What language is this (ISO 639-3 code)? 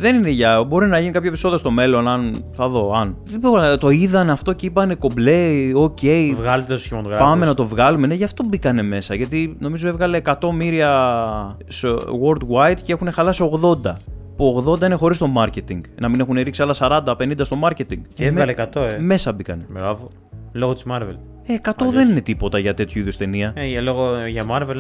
ell